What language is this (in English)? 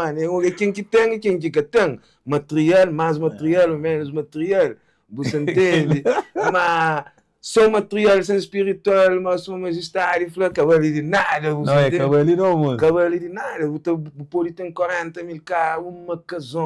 Kabuverdianu